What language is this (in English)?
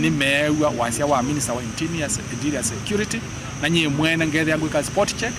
Kamba